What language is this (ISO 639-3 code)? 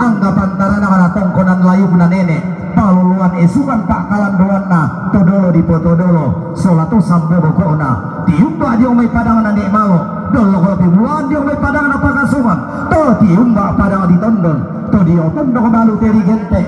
sda